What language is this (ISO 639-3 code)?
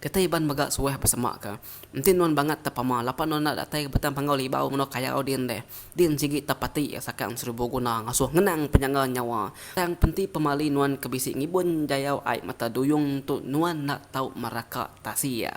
iba